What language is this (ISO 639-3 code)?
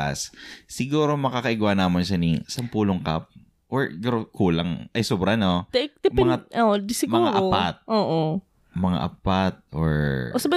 bik